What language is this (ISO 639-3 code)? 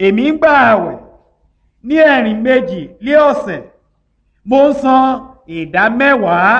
yor